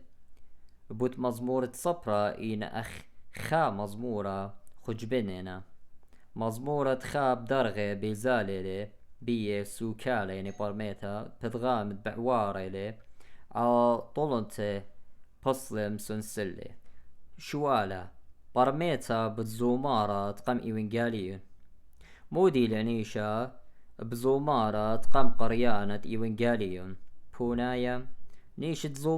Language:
Assyrian Neo-Aramaic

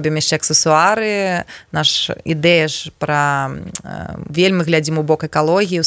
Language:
Belarusian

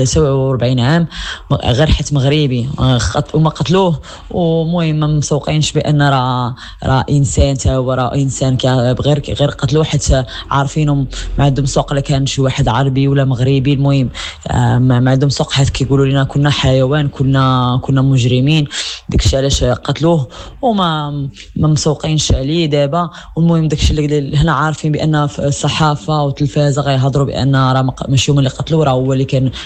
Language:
Moroccan Arabic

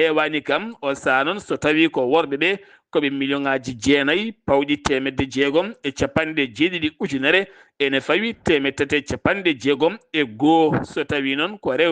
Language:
Fula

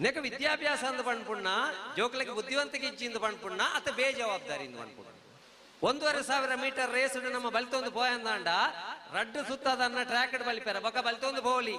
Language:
Tulu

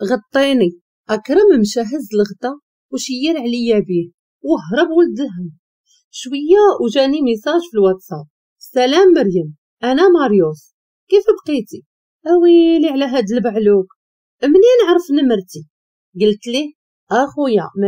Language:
Moroccan Arabic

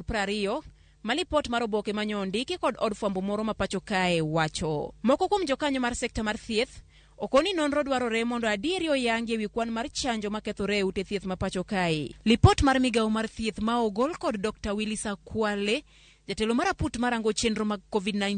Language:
Luo (Kenya and Tanzania)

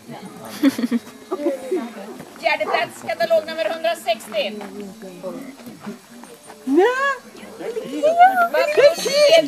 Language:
Swedish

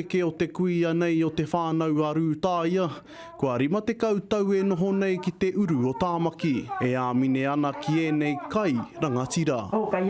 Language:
Māori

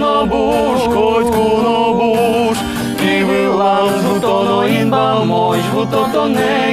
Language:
Udmurt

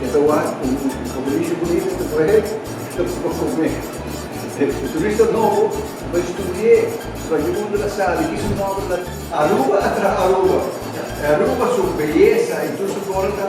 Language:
Papiamento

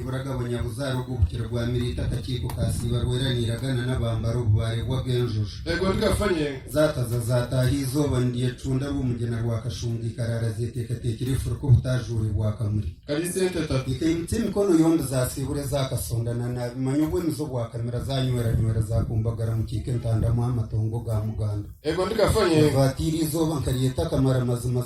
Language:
Nyankole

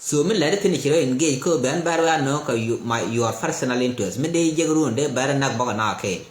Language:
Nuer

